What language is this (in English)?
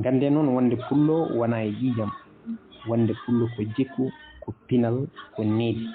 Fula